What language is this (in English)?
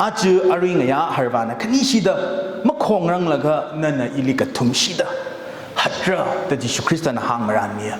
Tangkhul Naga (India)